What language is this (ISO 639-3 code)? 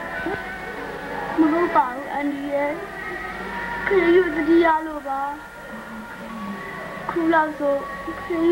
mya